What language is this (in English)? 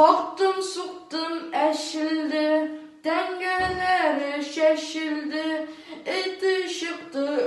Tatar